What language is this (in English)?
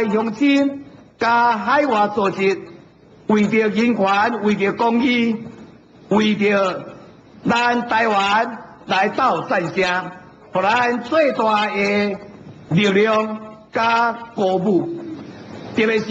Min Nan Chinese